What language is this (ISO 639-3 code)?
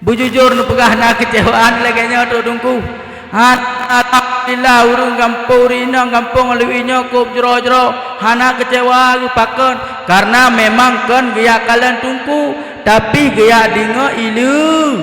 ace